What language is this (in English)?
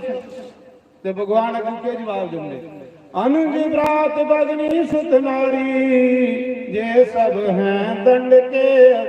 Dogri